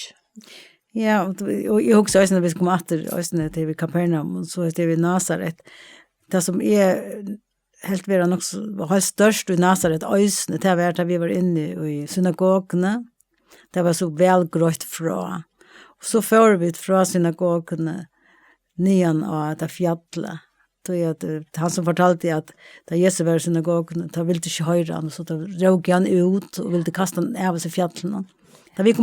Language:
Faroese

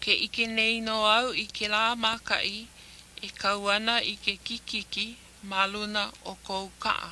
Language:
Hawaiian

